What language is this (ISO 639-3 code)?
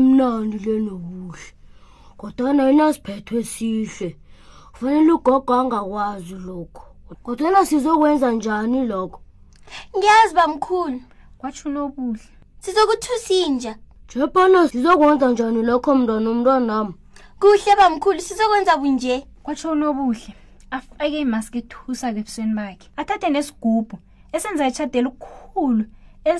nbl